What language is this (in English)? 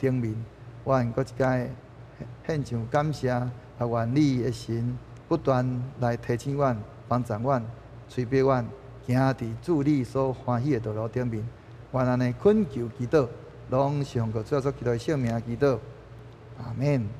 Min Nan Chinese